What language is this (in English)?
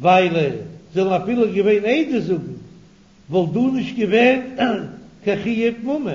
Yiddish